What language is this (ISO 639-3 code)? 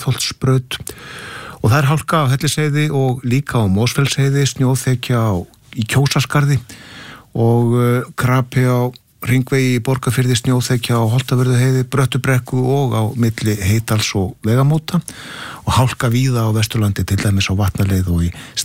isl